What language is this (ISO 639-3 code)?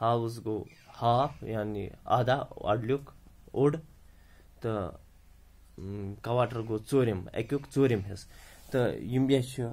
kas